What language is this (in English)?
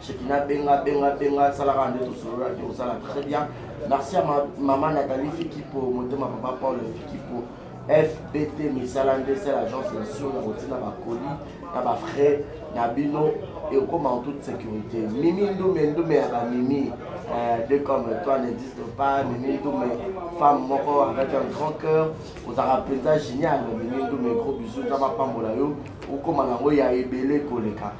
Lingala